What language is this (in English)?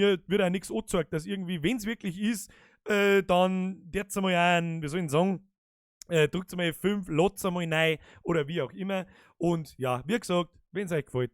Bavarian